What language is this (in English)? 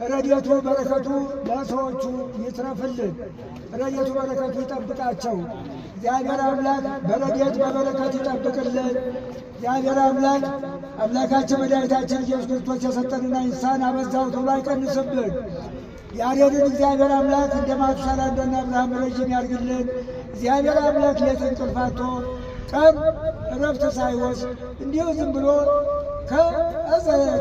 Amharic